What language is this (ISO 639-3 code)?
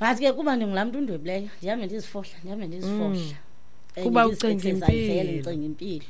xho